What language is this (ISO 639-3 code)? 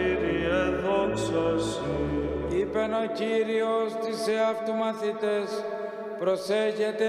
ell